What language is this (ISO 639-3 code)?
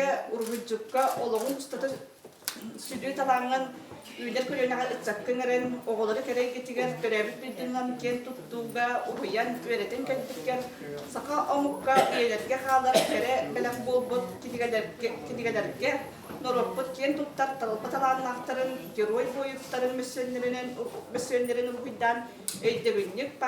sah